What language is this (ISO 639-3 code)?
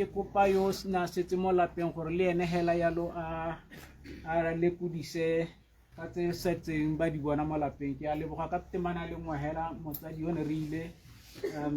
tsn